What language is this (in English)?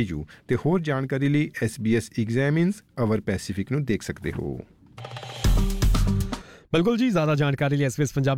Punjabi